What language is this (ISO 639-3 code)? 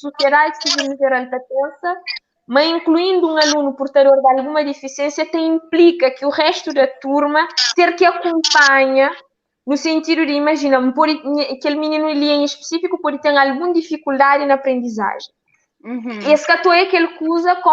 kea